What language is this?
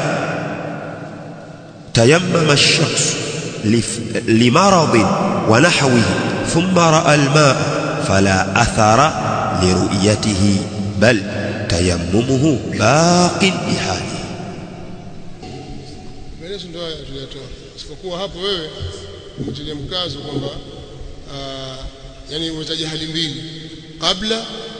Swahili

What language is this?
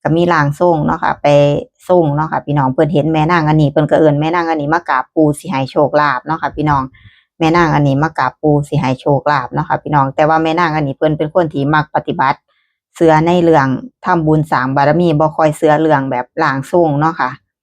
Northeastern Thai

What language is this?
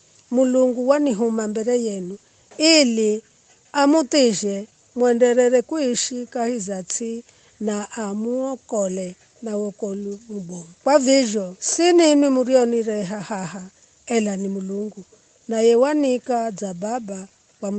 Giryama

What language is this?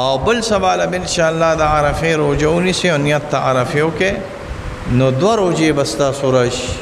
Pashto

